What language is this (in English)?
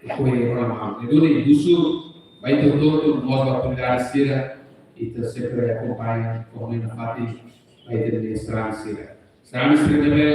Tetum